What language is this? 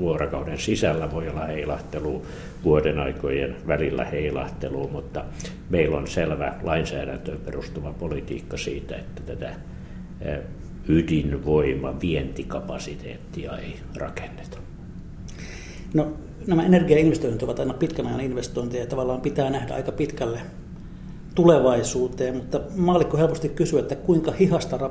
Finnish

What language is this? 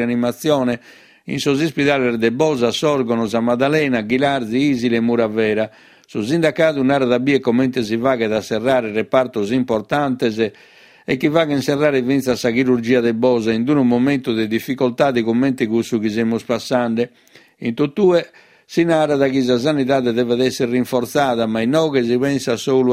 Sardinian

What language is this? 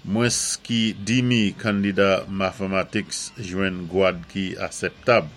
Saint Lucian Creole French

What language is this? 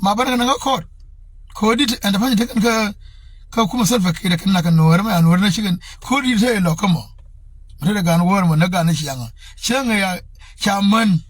Nuer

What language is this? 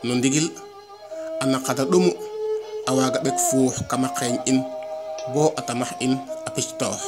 Serer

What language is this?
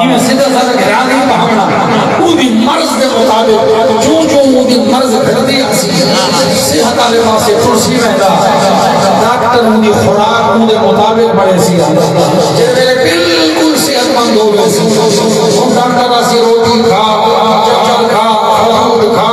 Saraiki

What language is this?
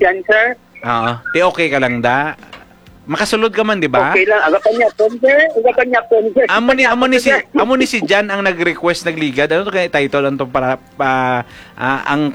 Hiligaynon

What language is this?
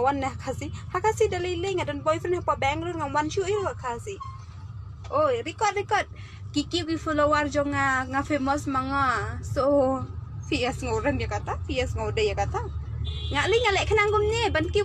Khasi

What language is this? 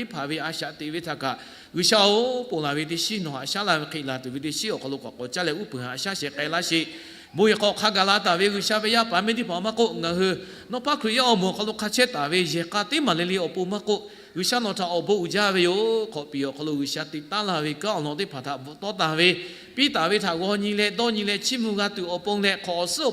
Lahu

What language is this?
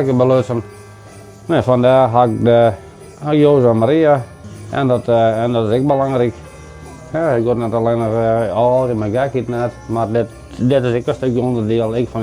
Western Frisian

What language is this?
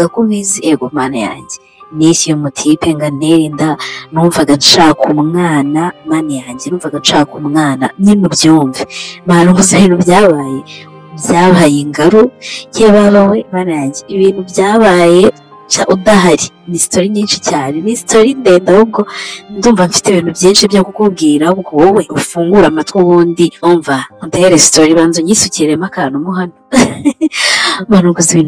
Kinyarwanda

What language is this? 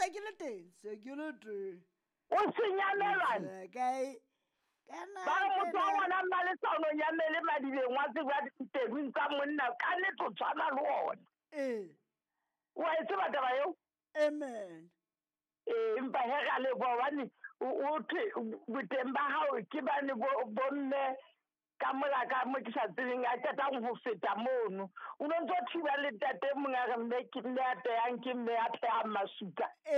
Southern Sotho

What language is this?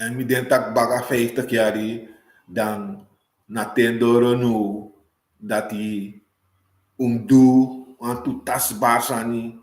Sranan Tongo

